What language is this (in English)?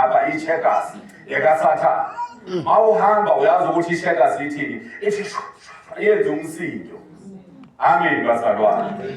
Zulu